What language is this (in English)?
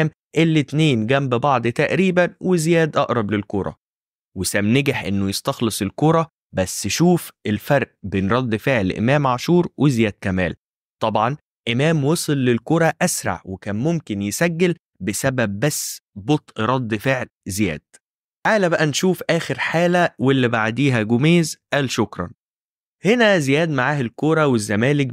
Egyptian Arabic